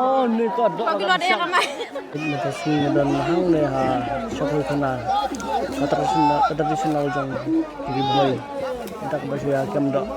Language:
Khasi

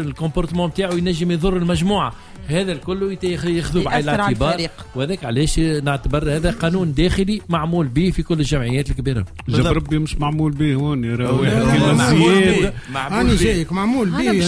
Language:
Tunisian Arabic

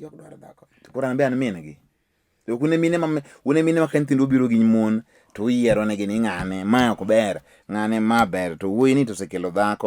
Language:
Luo (Kenya and Tanzania)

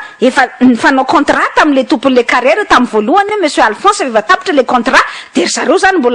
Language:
Malagasy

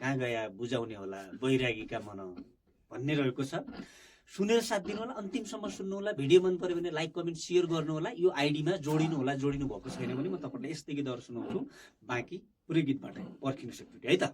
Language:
Nepali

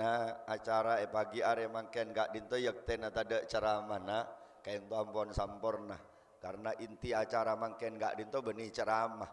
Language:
Madurese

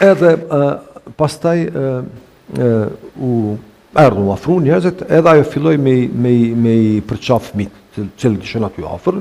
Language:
Albanian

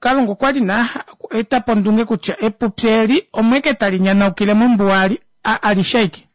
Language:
Kuanyama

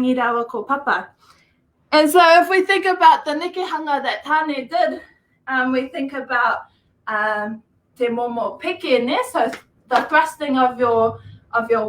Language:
Māori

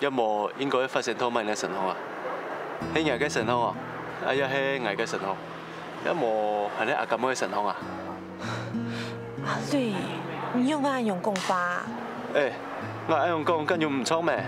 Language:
Hakka Chinese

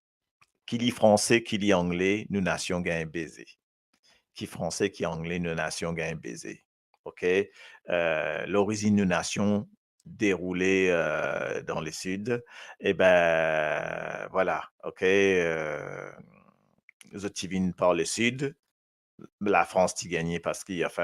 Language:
Morisyen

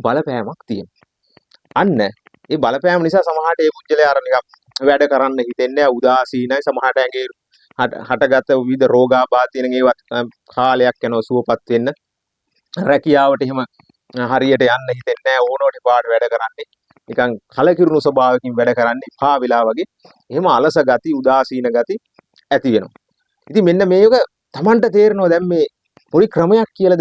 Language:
Sinhala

